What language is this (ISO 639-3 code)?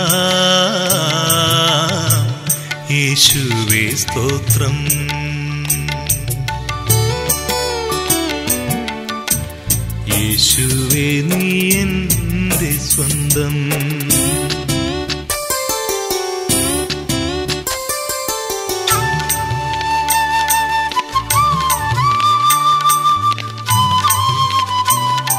mal